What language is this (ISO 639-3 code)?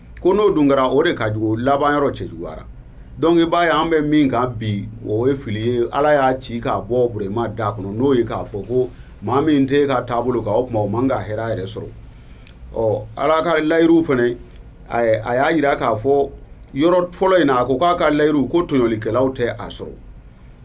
bam